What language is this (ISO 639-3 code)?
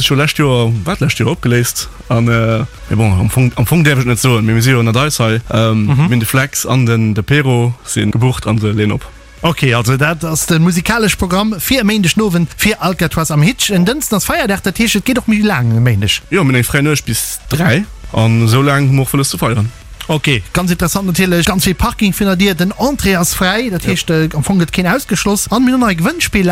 ltz